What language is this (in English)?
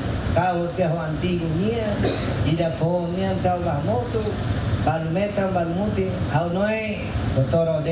Tetum